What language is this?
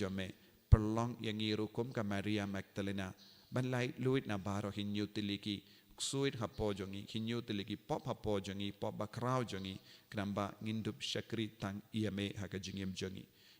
Khasi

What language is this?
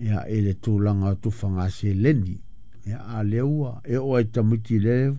Samoan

